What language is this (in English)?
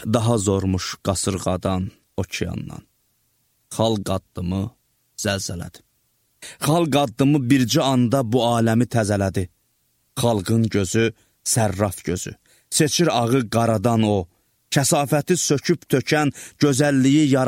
Azerbaijani